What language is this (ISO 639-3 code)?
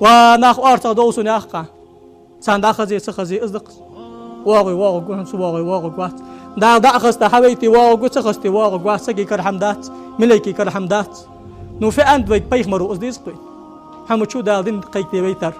inh